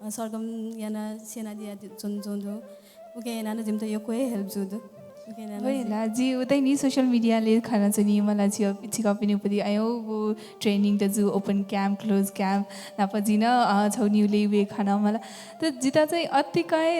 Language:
Newari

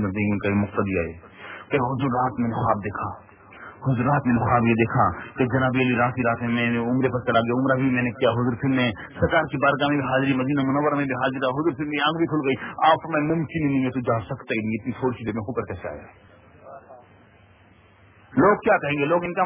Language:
Urdu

